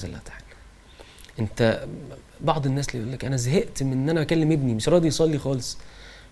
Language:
Egyptian Arabic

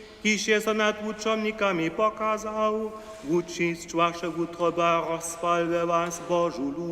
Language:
Upper Sorbian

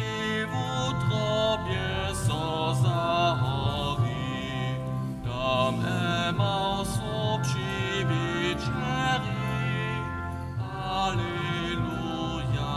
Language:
Upper Sorbian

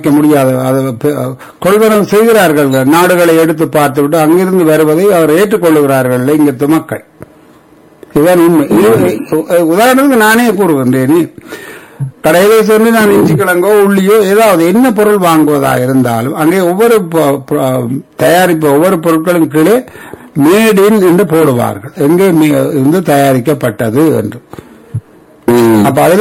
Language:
Tamil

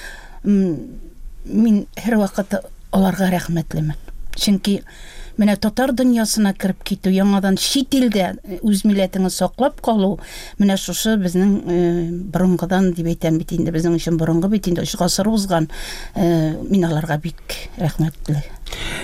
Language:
Tatar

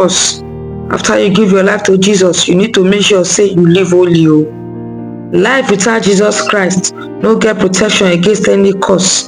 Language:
Nigerian Pidgin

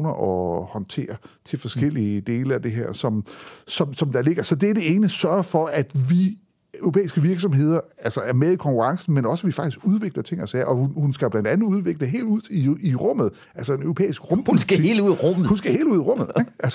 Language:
Danish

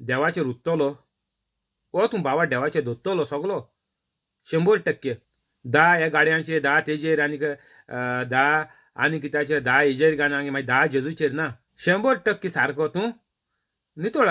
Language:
Konkani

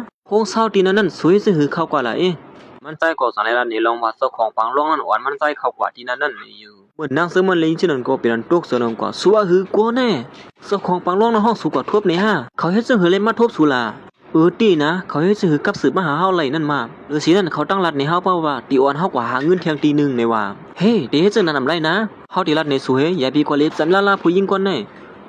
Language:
Shan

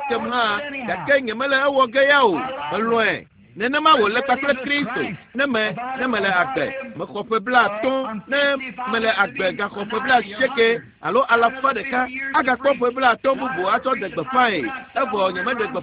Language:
Ewe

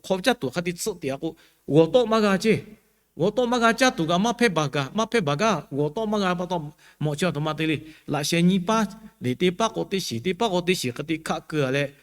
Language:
Lahu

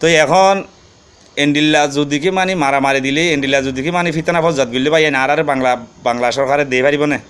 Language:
Rohingya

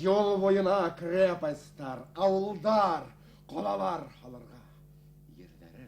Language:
Bashkir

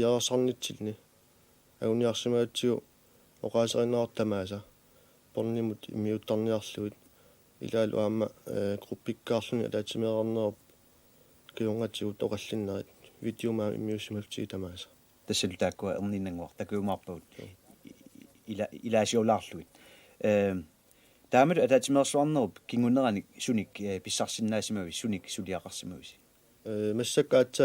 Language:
Kalaallisut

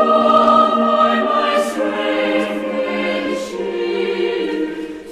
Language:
Aymara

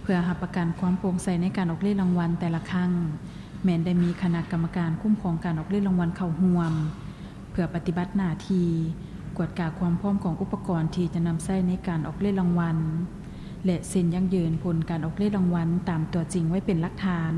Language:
Lao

